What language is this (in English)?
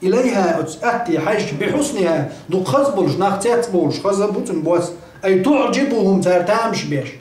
Chechen